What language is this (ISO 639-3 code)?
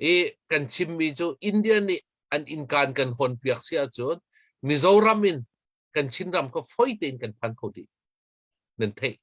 cnh